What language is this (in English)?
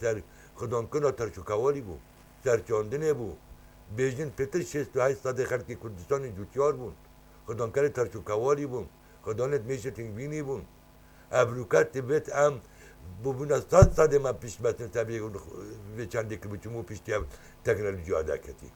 Kurdish